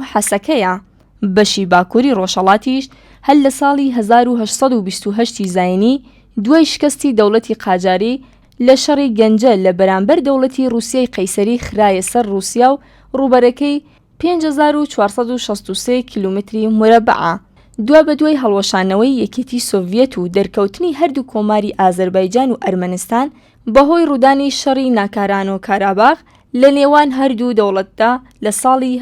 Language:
Central Kurdish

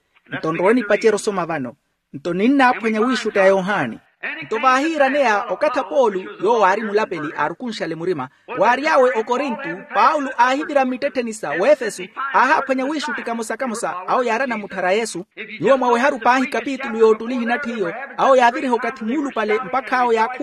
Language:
Makhuwa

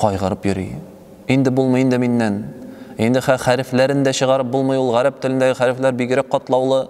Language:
Tatar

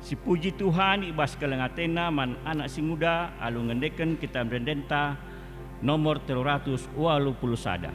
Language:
Batak Karo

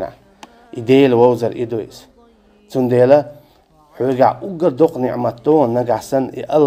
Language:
Chechen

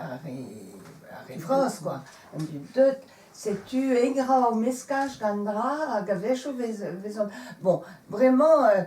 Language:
Breton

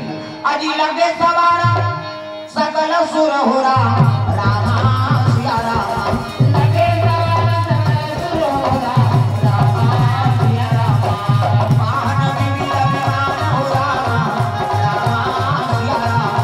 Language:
Chhattisgarhi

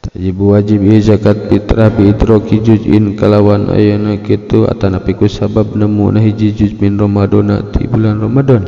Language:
Sundanese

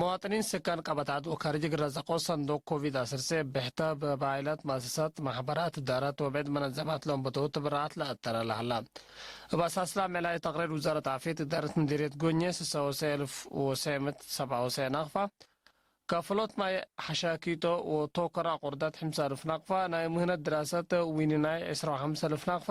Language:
Tigre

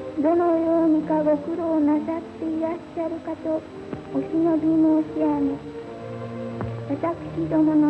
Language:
Japanese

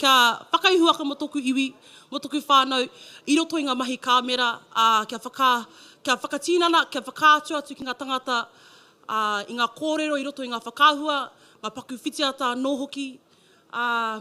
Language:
Māori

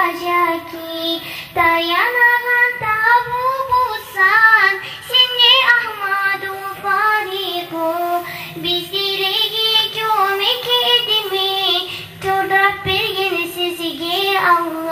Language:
Kumyk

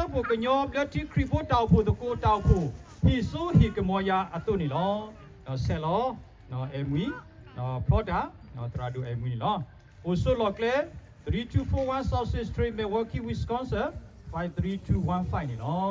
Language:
S'gaw Karen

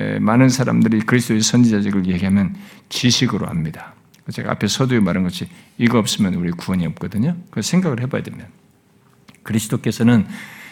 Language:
Korean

